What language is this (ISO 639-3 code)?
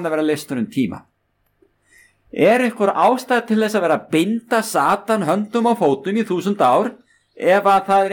isl